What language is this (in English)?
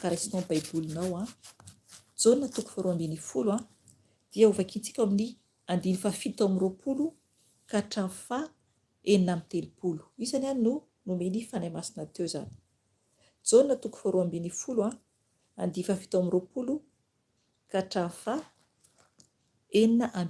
Malagasy